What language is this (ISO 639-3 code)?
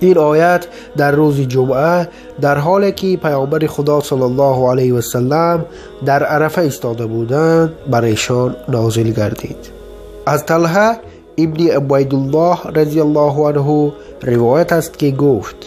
tgk